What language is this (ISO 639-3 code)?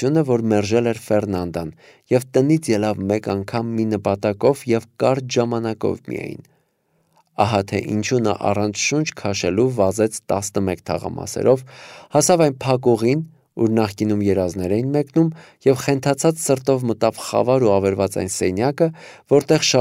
hye